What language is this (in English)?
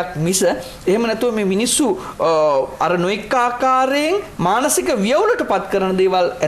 Sinhala